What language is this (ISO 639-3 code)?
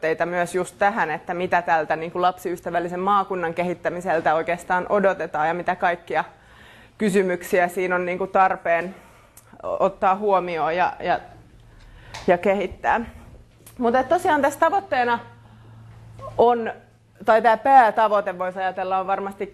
fin